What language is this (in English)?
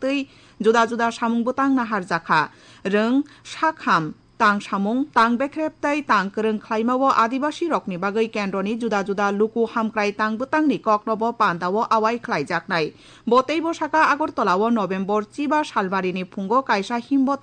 Kok Borok